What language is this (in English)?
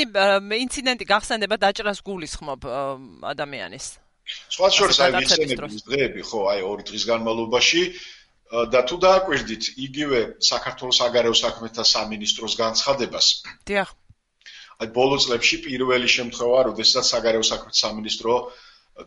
Georgian